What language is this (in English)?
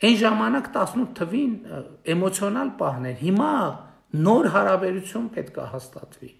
Armenian